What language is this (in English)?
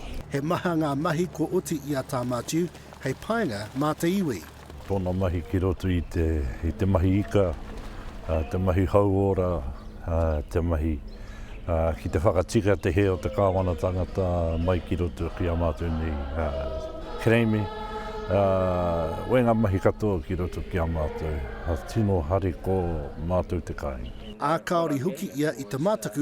Māori